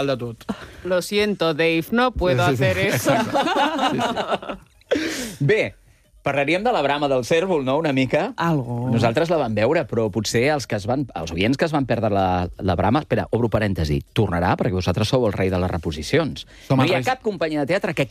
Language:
Catalan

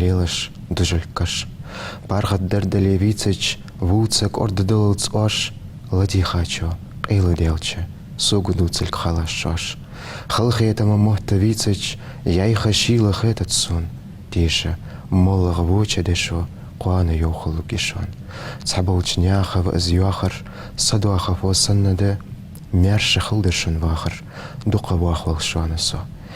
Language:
Ingush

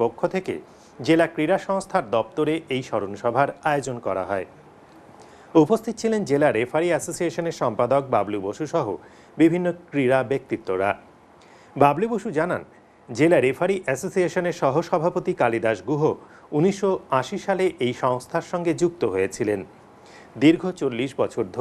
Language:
Bangla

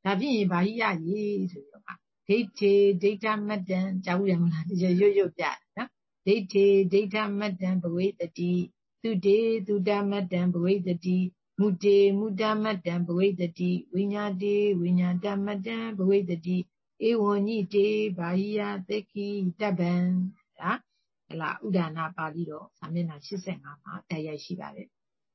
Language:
Burmese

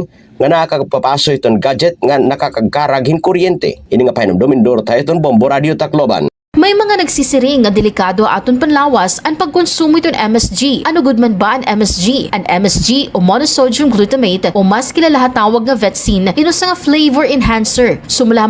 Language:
Waray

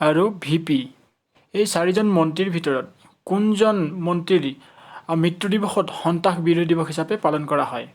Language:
Assamese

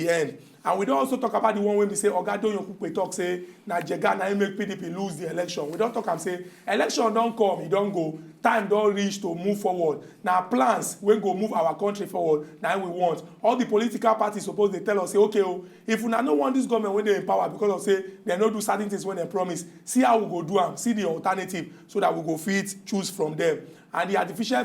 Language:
Nigerian Pidgin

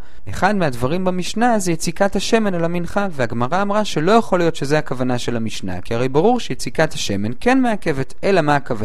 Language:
Hebrew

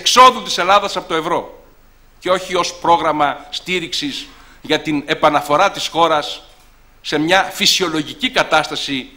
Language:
Greek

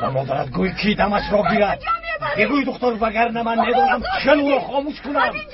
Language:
Tajik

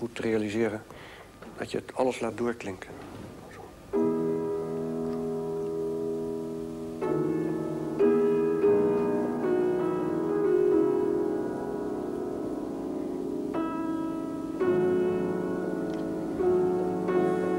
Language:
Dutch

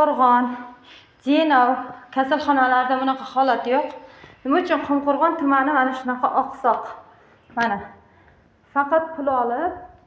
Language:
Uzbek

